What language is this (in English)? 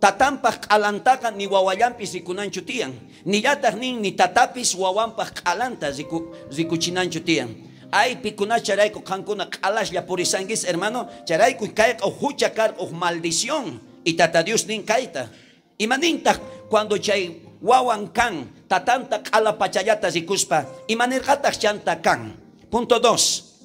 South Bolivian Quechua